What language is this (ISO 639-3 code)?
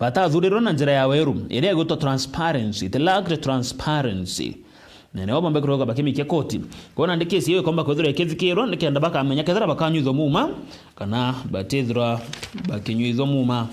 mer